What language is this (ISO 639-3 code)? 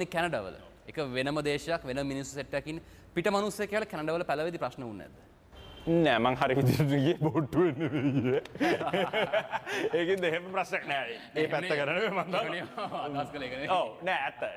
sin